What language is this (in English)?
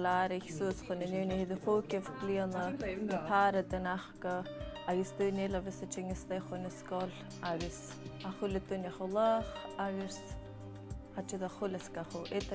Scottish Gaelic